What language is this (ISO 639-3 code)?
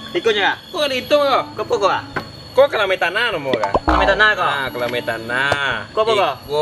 min